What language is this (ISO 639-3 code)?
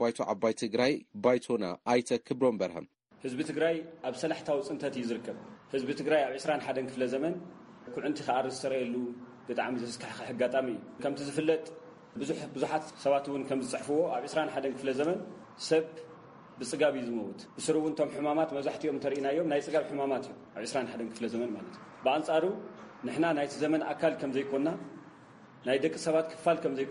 tir